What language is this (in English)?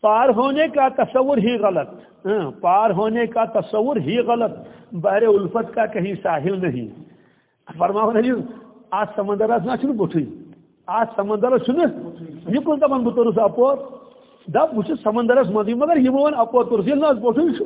Kashmiri